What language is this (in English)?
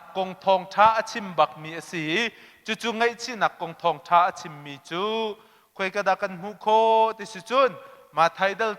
Hakha Chin